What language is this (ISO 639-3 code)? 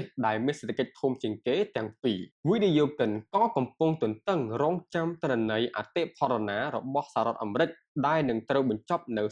khm